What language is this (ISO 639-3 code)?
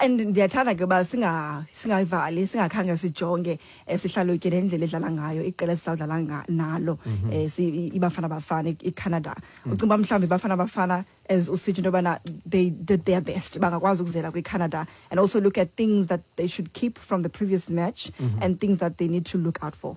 xho